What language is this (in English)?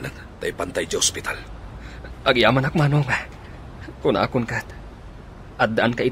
Iloko